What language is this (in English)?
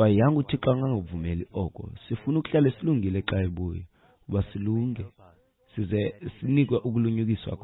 Xhosa